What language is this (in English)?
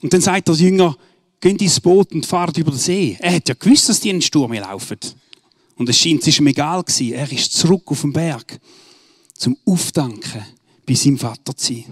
Swiss German